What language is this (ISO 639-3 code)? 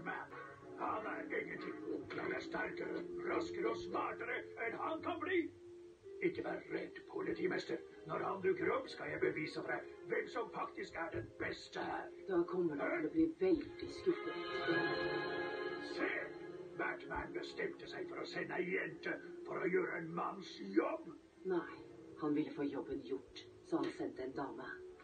nor